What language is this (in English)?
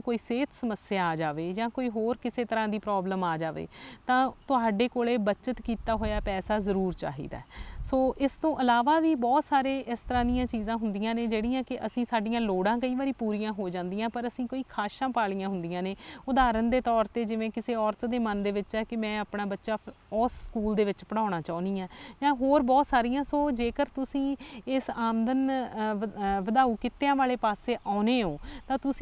Punjabi